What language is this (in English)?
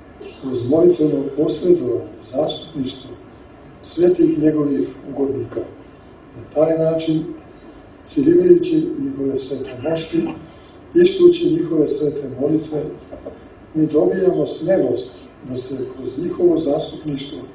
Serbian